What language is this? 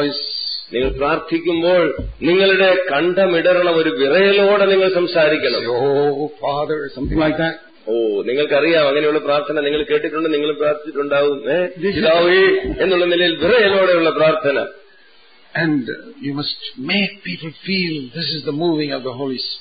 Malayalam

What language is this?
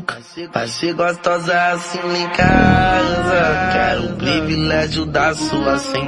Portuguese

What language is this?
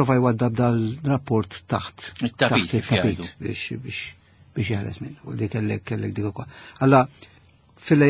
Maltese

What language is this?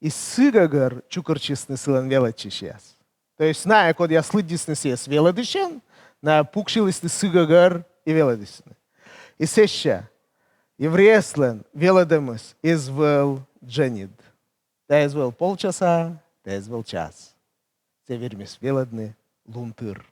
Komi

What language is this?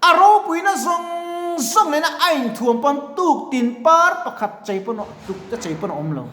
Mizo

